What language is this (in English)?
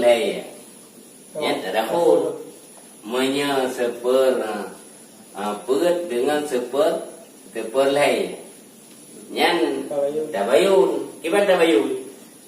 Achinese